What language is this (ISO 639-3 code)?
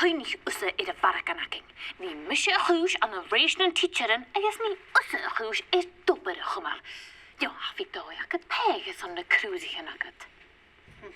gla